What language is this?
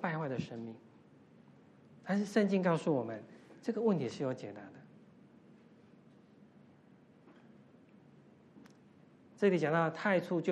Chinese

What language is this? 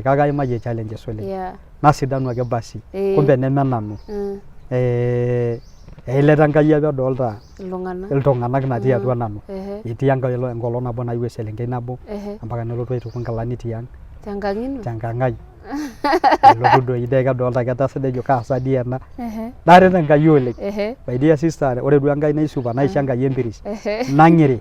Masai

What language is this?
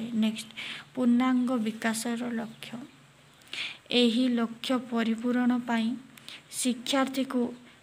Odia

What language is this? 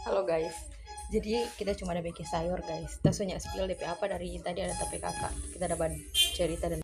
Manado Malay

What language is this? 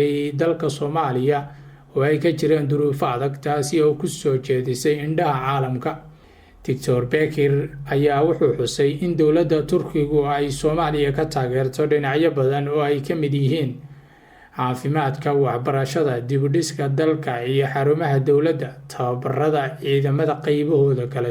Somali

